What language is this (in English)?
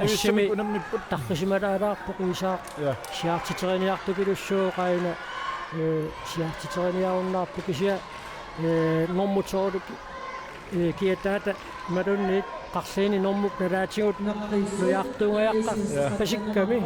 Kalaallisut